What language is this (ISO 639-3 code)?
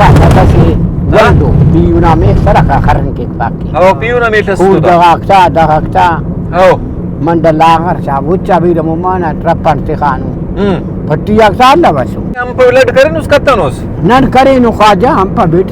brh